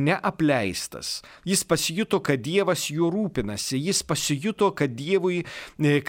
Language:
Lithuanian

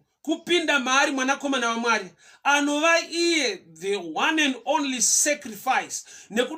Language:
Shona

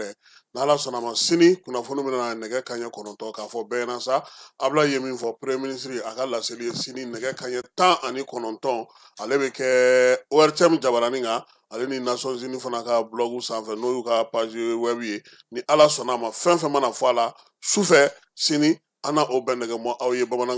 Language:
Bambara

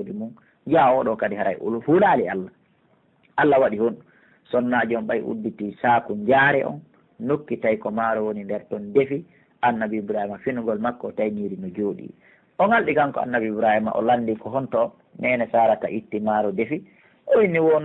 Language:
Pular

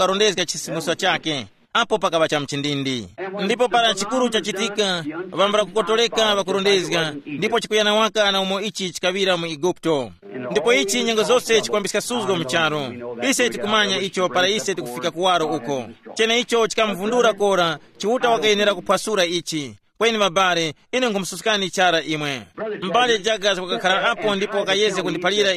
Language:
Tumbuka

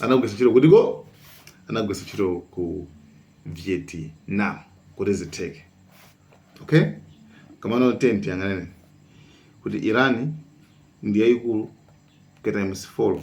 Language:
Nyanja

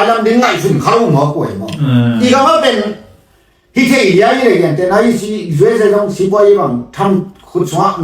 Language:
Tedim Chin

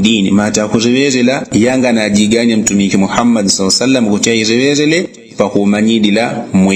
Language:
Yao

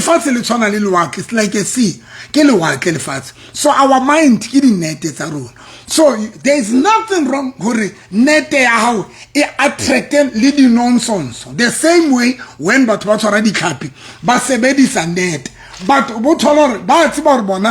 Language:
Southern Sotho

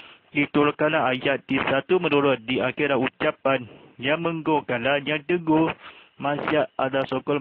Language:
Malay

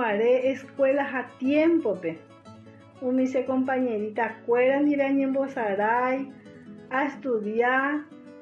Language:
Guarani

